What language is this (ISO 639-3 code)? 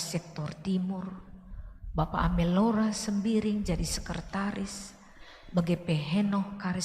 btx